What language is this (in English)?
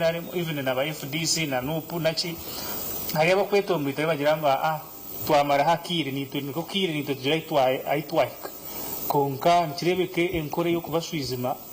Nyankole